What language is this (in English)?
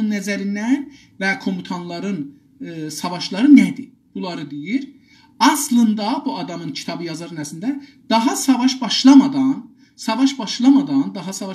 South Azerbaijani